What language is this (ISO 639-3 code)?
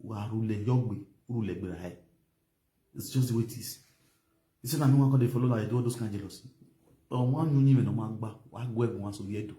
pcm